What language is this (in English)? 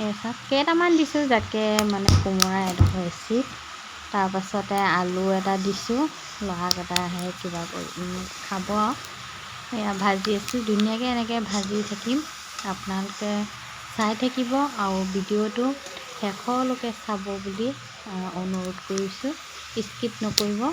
Assamese